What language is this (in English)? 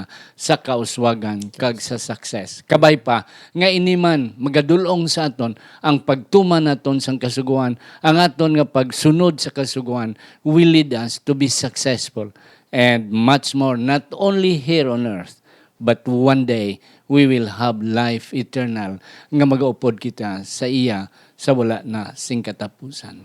Hiligaynon